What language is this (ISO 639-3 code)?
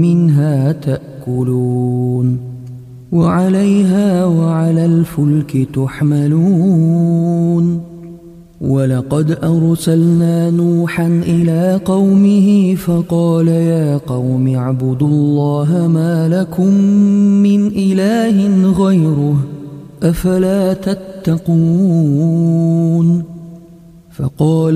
ara